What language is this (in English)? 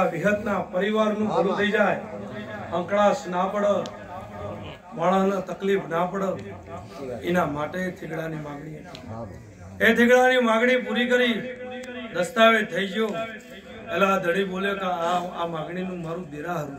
Gujarati